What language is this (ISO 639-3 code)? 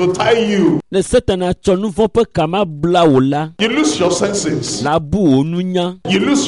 ewe